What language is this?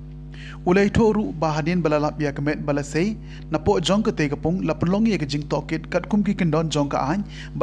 Khasi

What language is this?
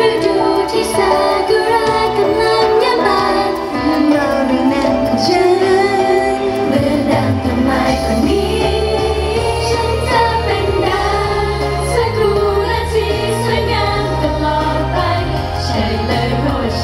Thai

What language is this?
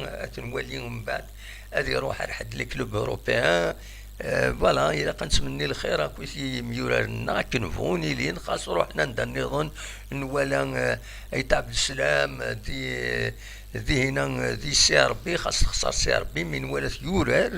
Kabyle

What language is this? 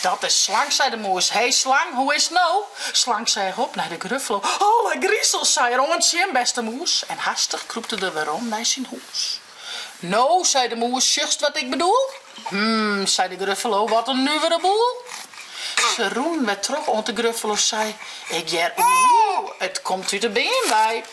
Western Frisian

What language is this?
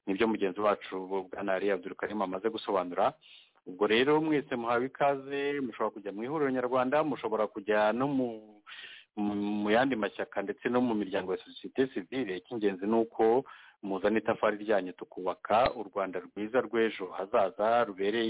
Kinyarwanda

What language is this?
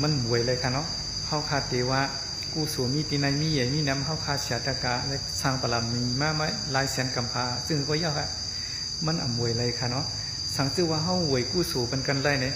Shan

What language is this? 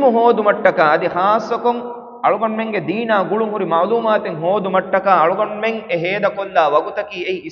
Divehi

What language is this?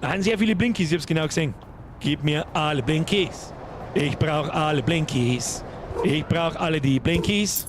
Bavarian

